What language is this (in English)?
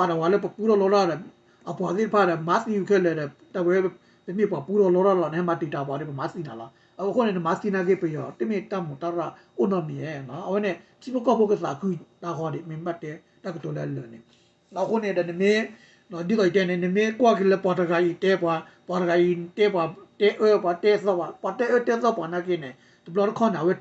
S'gaw Karen